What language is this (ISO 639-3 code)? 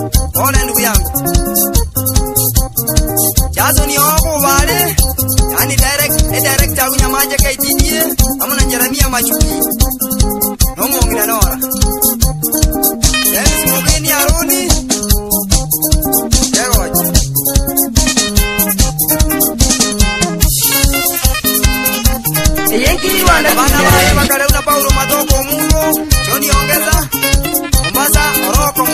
swa